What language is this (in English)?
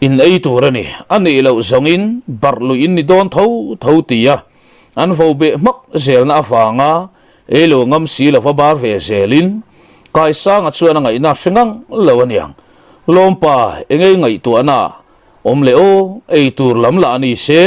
Mizo